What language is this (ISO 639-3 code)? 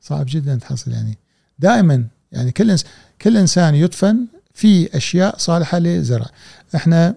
afb